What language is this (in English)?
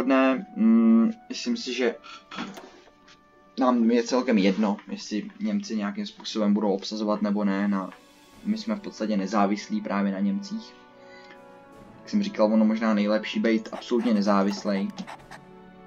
Czech